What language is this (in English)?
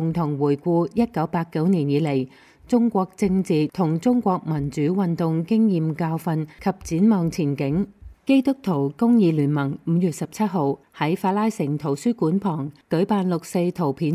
Cantonese